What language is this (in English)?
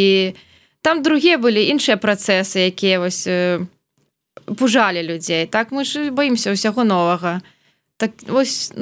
Belarusian